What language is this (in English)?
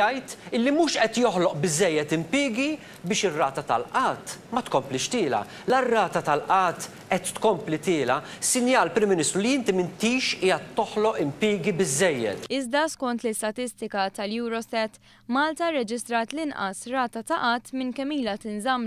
Maltese